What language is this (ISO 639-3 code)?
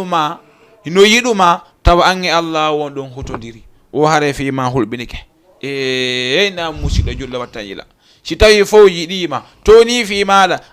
ful